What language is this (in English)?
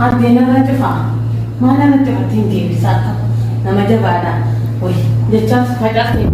Oromo